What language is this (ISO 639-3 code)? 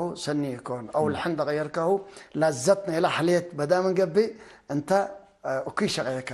tig